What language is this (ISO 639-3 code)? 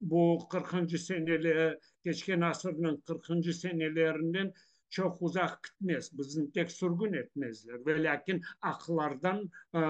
crh